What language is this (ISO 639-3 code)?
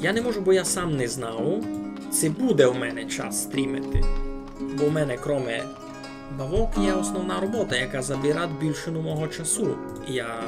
rue